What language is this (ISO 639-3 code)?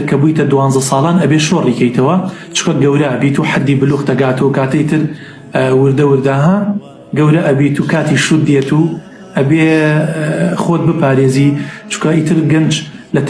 ckb